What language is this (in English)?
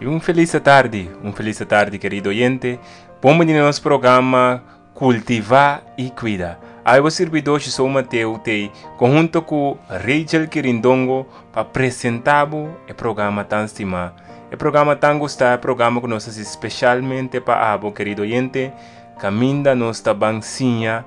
Papiamento